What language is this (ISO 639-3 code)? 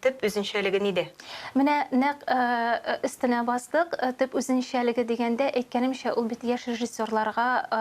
tat